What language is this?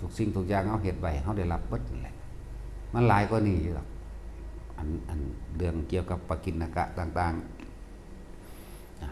Northeastern Thai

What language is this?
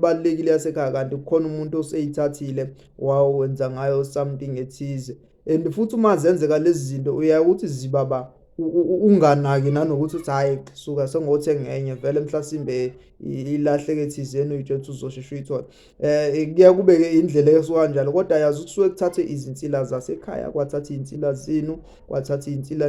Zulu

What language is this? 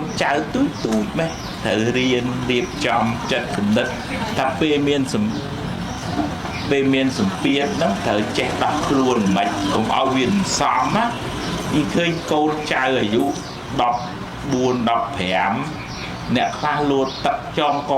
Khmer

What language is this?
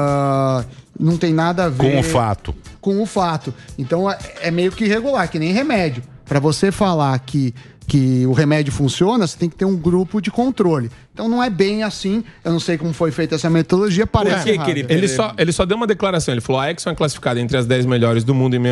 Portuguese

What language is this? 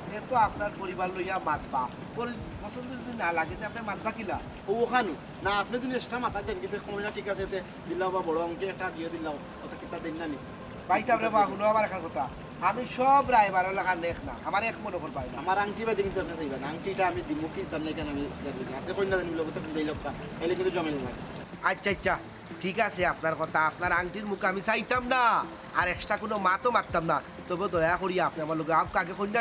Sylheti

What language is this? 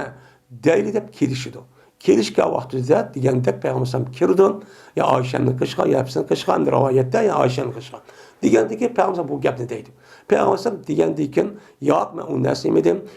Uyghur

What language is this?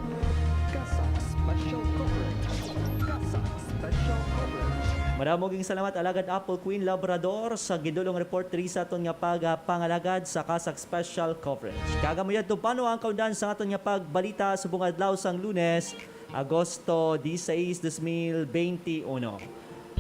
Hiligaynon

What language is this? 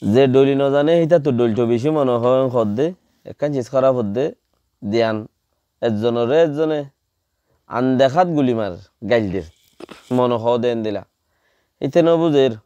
Rohingya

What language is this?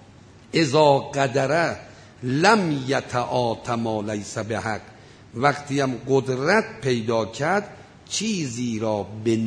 Persian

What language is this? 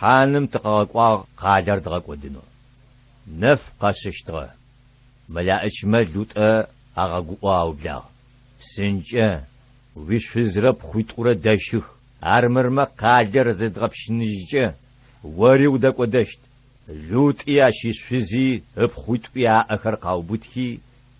Adyghe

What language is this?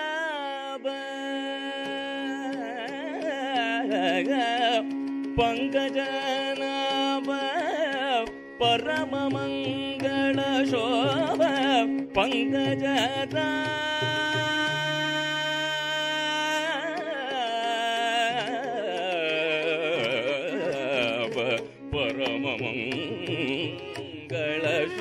Kannada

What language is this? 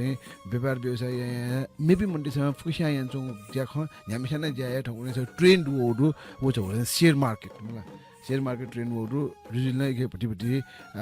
Newari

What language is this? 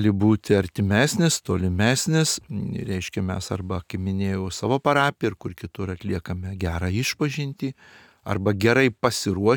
Lithuanian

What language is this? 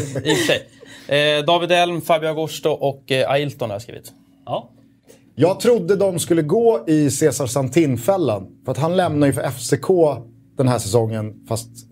Swedish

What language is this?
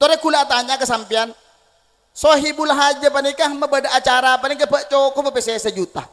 Madurese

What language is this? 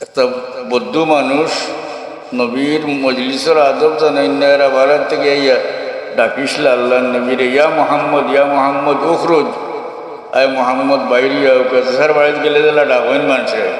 Sylheti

